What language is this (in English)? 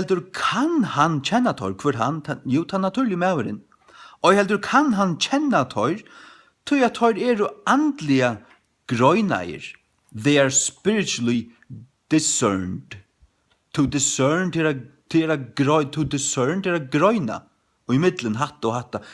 Faroese